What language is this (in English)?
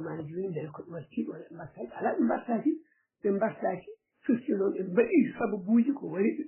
Fula